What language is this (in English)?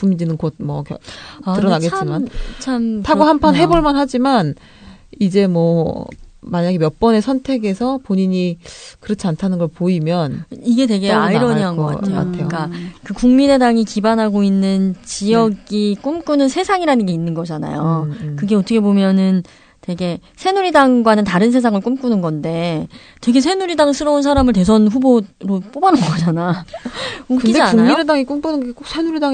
Korean